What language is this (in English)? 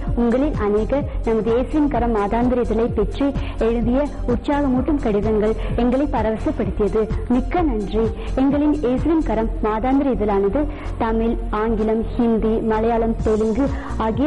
Tamil